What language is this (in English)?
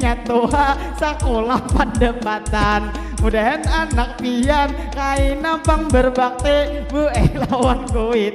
Banjar